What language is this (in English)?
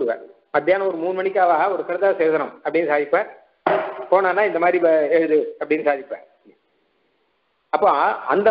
Tamil